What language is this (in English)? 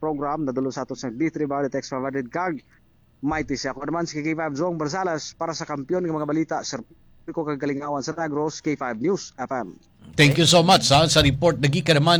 Hiligaynon